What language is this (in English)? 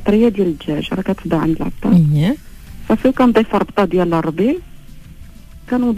Moroccan Arabic